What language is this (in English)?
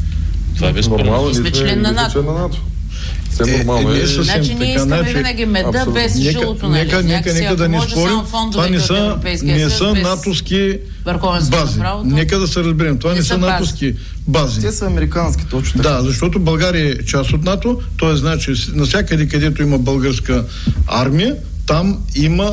Bulgarian